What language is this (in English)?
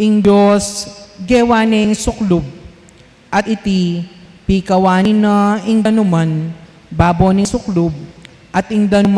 Pampanga